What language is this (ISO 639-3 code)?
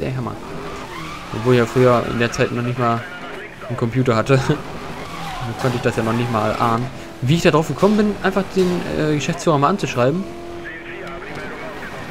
deu